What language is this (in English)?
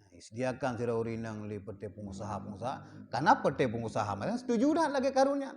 Achinese